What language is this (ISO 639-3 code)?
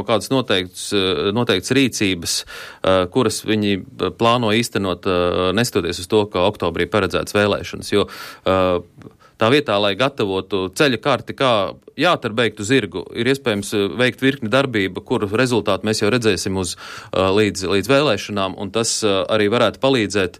lav